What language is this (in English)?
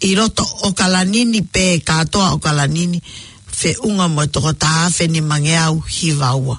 Tongan